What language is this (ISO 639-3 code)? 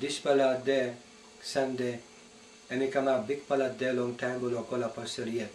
tpi